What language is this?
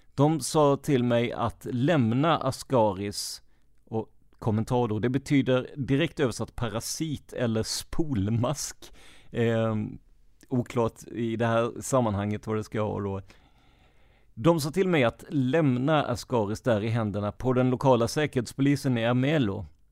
Swedish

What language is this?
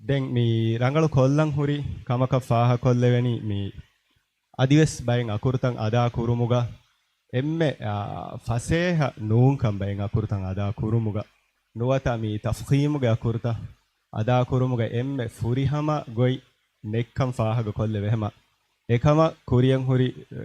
Divehi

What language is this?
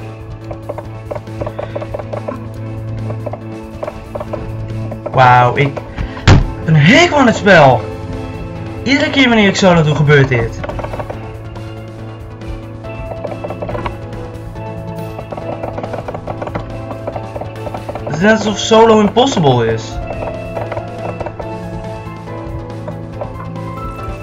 Dutch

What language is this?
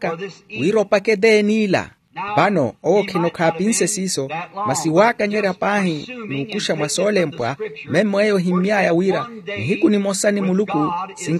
Makhuwa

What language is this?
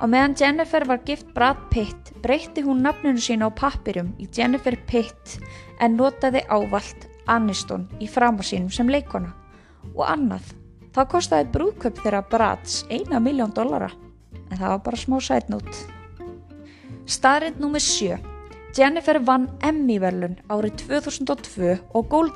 Icelandic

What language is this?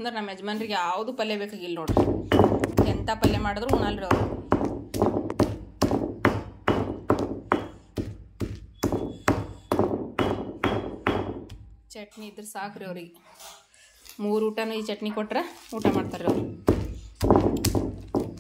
Kannada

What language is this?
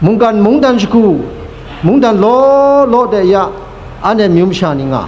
Kachin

